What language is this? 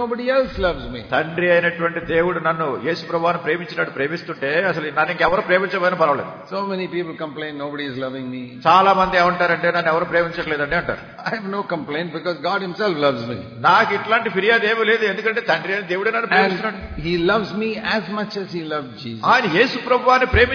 Telugu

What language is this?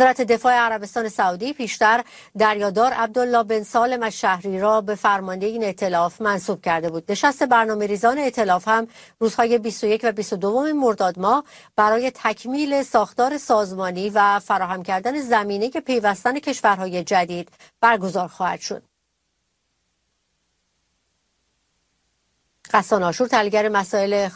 Persian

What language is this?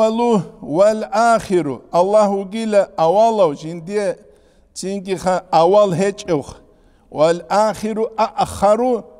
Avaric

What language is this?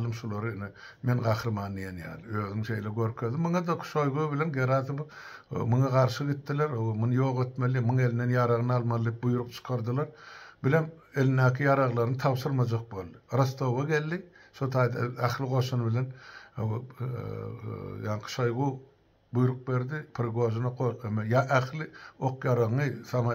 Turkmen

